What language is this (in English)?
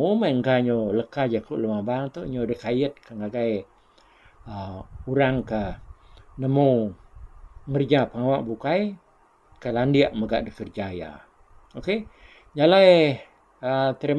Iban